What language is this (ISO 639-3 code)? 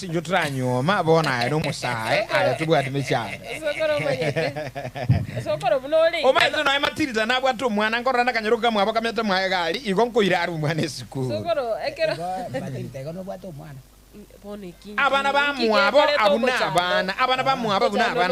guz